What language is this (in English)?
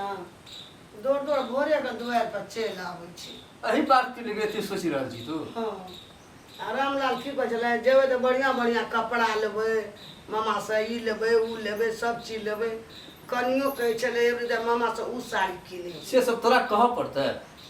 Maithili